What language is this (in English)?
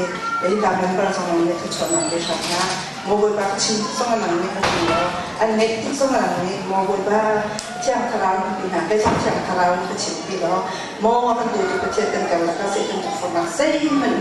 Hakha Chin